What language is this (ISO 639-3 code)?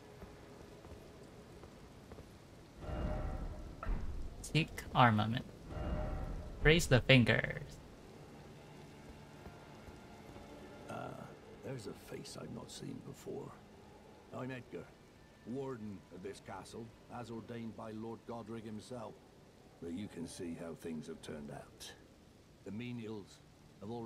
eng